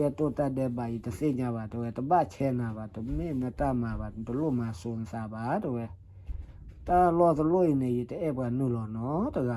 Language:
S'gaw Karen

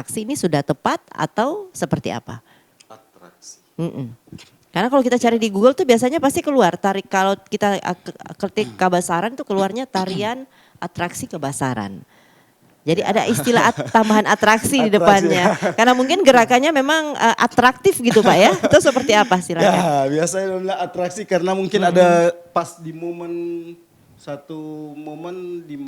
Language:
Manado Malay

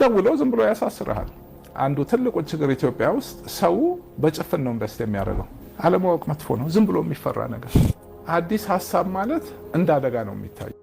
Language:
Amharic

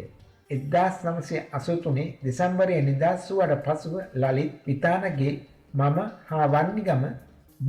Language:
Sinhala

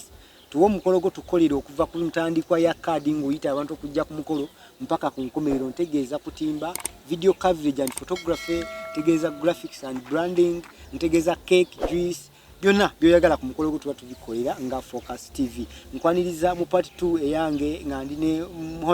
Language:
Ganda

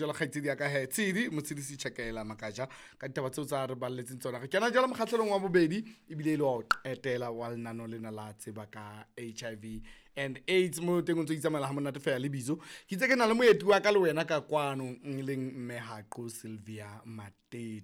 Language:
Southern Sotho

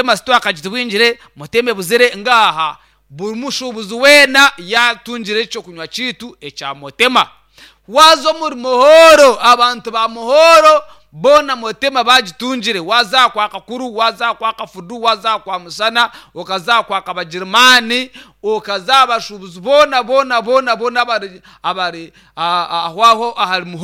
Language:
Nyankole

